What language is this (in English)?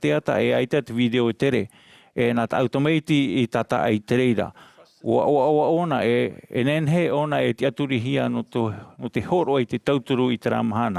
Tahitian